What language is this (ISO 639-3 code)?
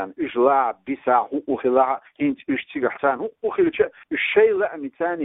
che